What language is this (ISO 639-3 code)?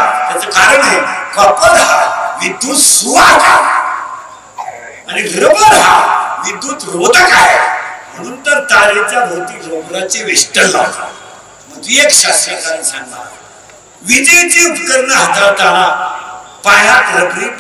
mar